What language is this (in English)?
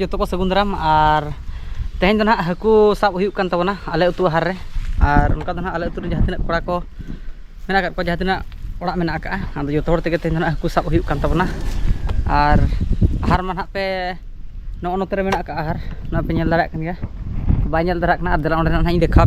Santali